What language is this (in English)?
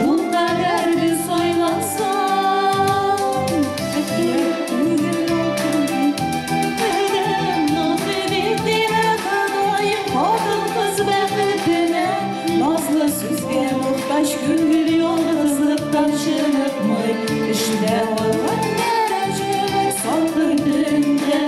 Bashkir